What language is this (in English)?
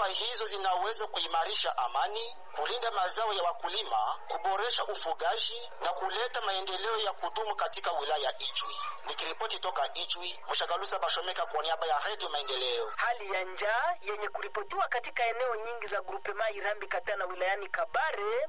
Swahili